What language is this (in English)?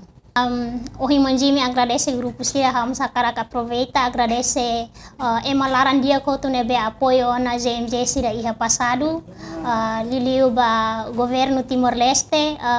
Tetum